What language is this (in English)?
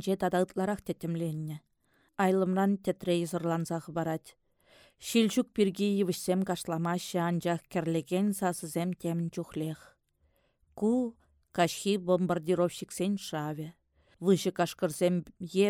Chuvash